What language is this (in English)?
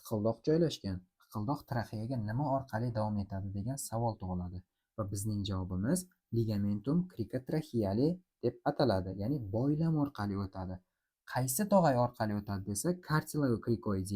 Uzbek